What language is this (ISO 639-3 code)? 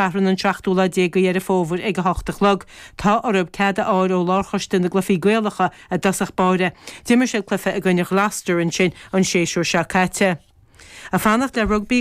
gle